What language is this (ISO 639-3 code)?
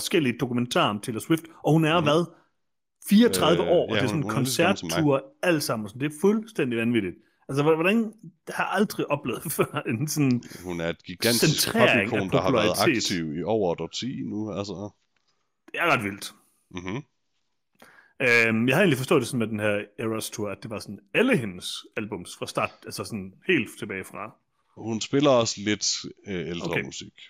dan